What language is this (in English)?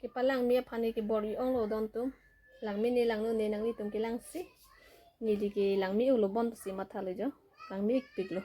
Karbi